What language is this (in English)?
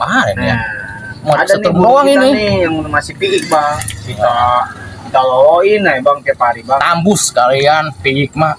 Betawi